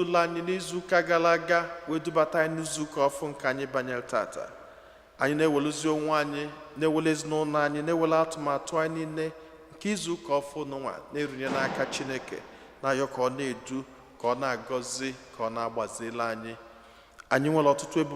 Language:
Igbo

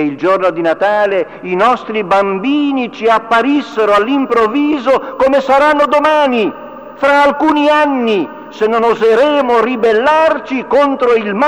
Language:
Italian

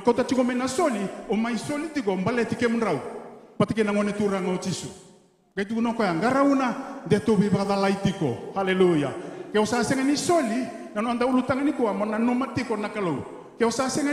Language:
Fijian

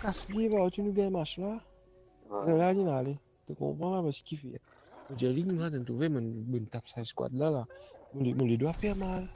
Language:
Morisyen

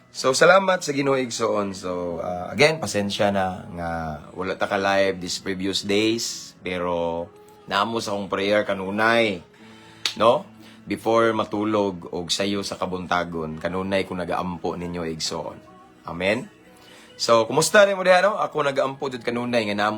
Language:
Cebuano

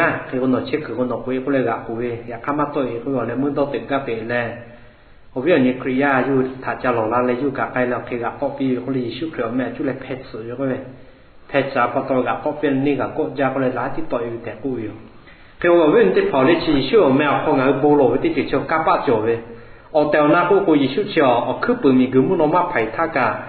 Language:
Lahu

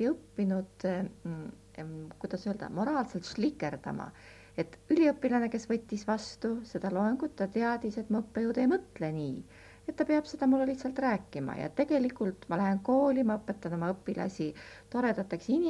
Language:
Estonian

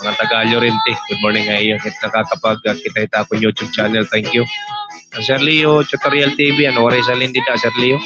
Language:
Waray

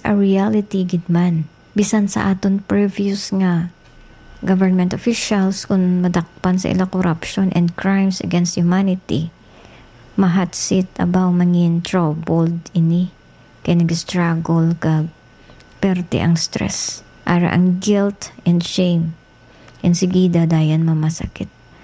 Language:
Hiligaynon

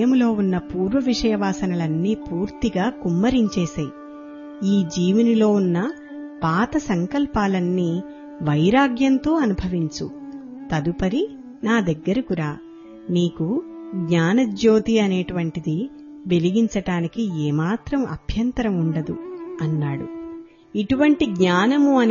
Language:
Telugu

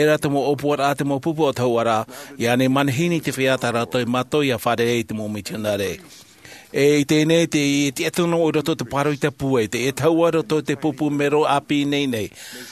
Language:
Tahitian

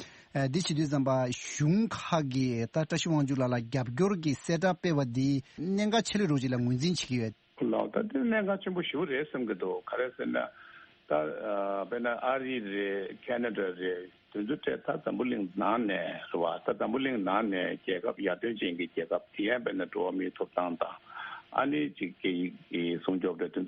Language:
Tibetan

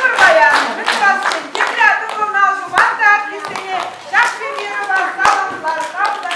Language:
Chuvash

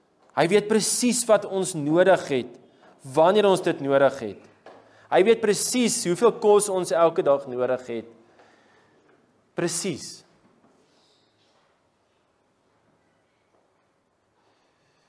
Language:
Afrikaans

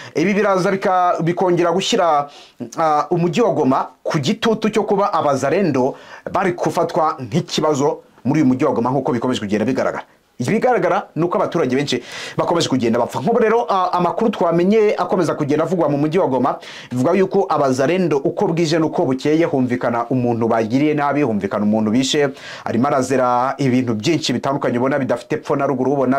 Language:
Kinyarwanda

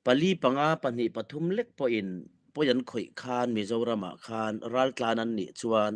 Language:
Hakha Chin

